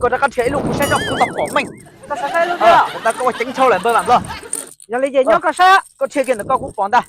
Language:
Hmong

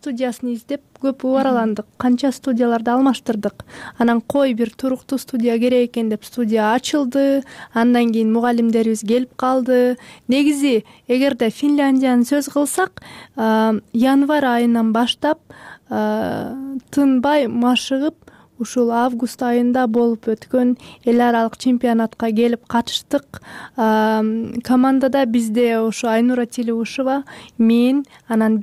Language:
Kyrgyz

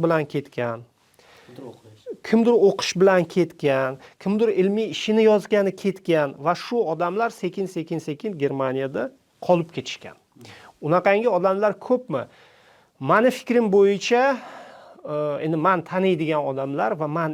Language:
Uzbek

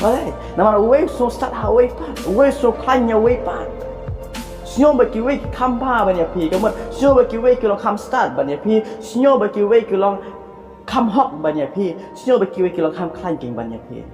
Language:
Khasi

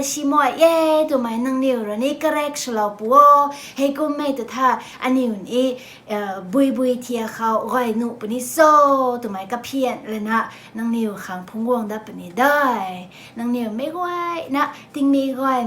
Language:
Rongmei Naga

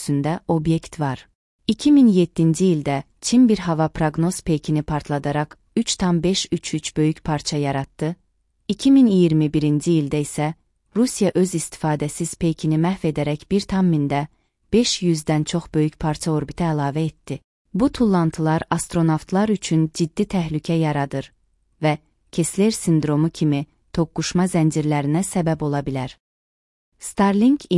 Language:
Azerbaijani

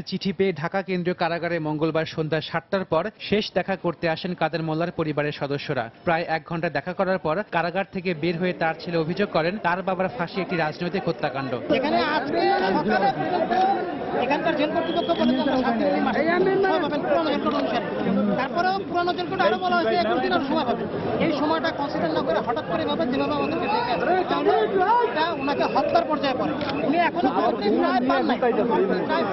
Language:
Bangla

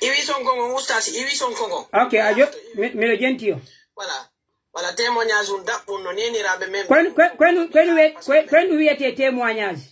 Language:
Pular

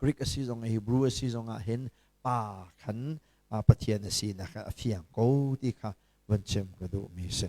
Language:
Hakha Chin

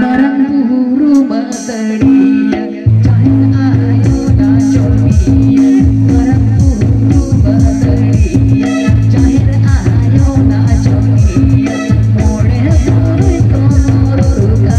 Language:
Santali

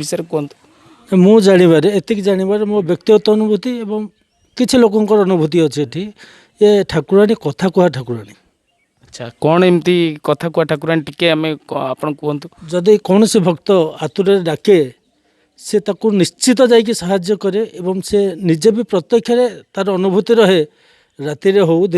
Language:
Odia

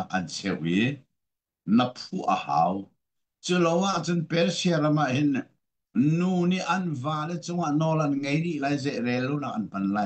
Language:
Hakha Chin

